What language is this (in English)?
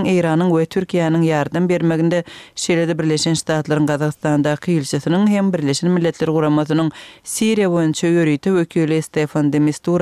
Kyrgyz